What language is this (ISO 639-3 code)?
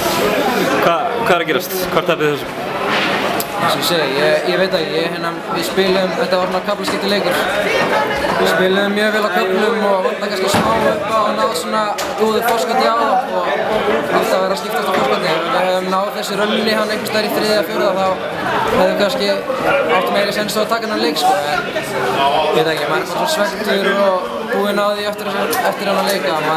isl